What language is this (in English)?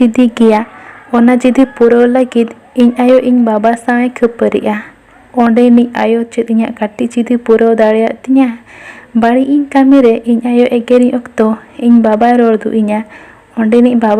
Santali